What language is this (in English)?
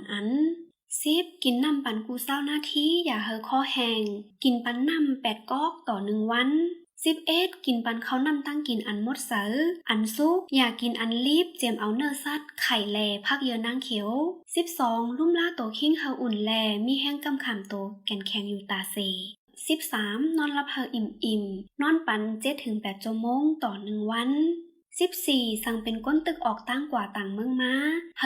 Shan